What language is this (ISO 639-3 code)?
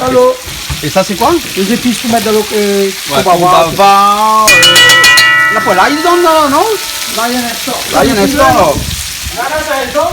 rcf